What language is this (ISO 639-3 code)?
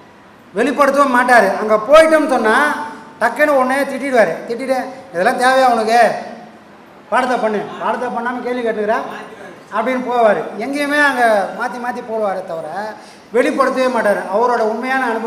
tam